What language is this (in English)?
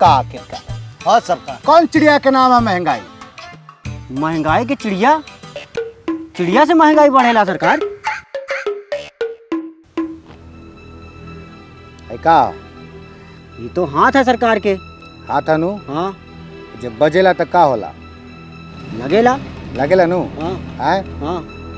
Bhojpuri